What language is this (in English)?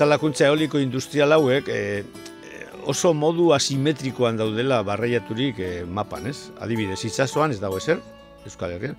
Basque